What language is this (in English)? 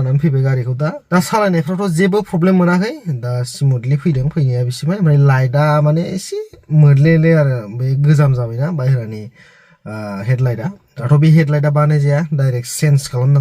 Bodo